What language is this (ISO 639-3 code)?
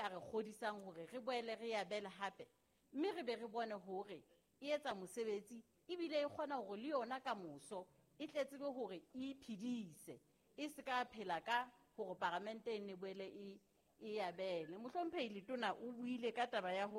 sot